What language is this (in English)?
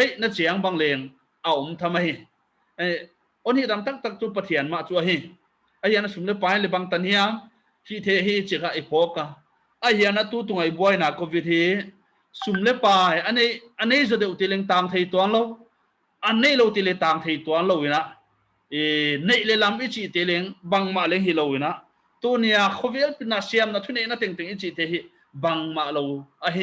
Paite Chin